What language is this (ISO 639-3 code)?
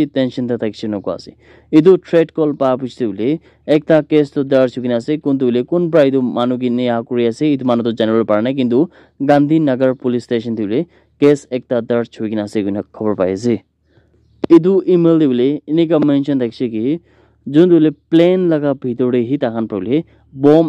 nag